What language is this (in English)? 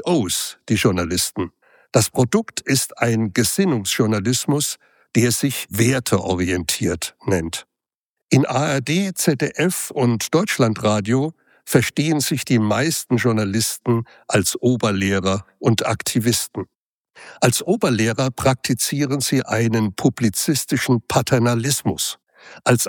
German